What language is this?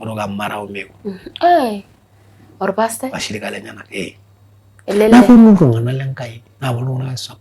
Masai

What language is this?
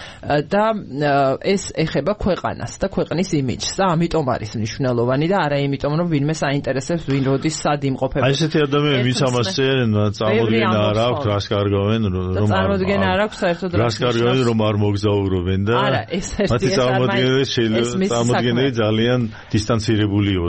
Georgian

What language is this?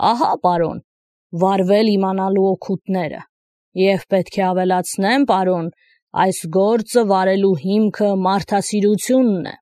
Armenian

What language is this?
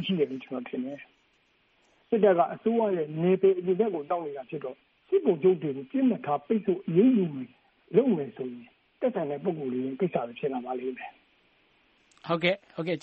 Burmese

